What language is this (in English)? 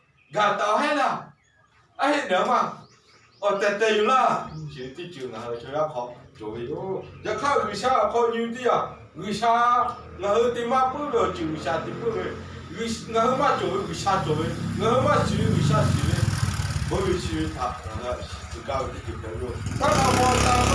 Lahu